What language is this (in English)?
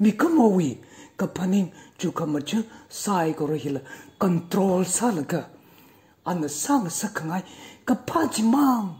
Tangkhul Naga (India)